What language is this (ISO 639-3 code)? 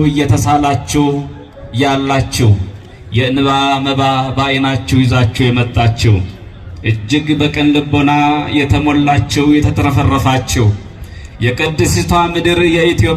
amh